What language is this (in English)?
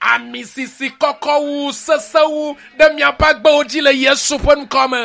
Ewe